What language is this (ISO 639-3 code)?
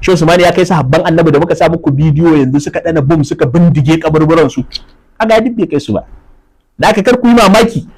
hau